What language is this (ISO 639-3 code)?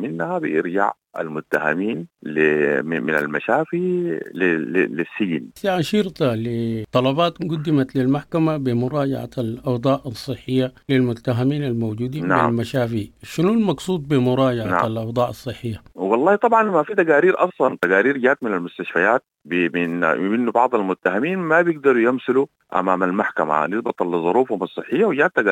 apd